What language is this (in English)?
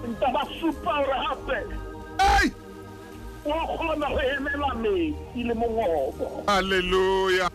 Southern Sotho